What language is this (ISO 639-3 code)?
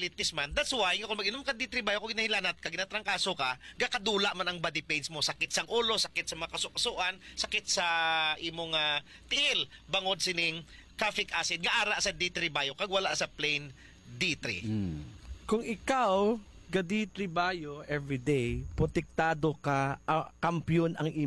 hil